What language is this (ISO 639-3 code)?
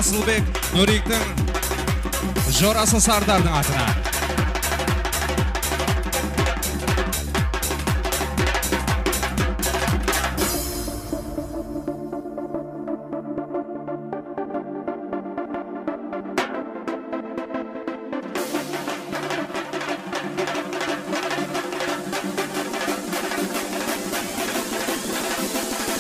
kaz